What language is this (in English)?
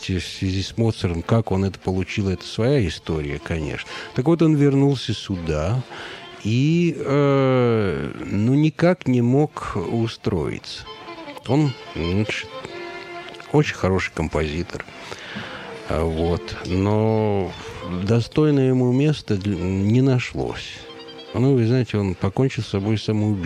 Russian